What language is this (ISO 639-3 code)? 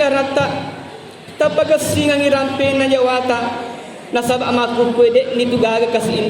bug